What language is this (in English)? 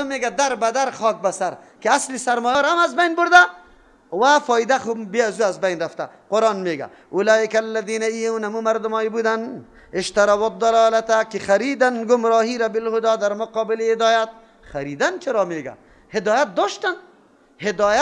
Persian